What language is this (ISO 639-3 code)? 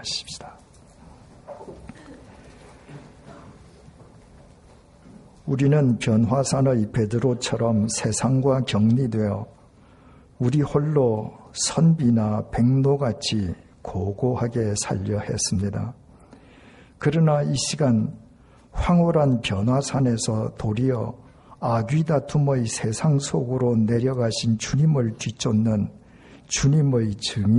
kor